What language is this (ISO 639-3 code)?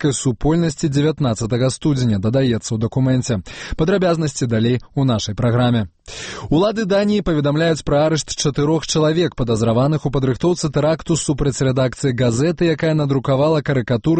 bel